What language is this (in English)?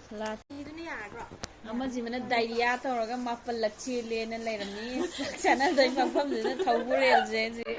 Manipuri